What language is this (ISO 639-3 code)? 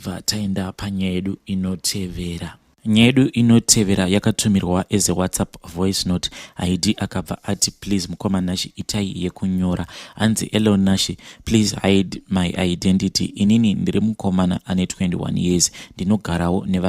sna